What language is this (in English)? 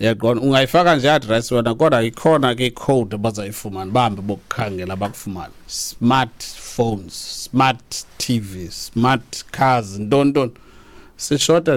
Xhosa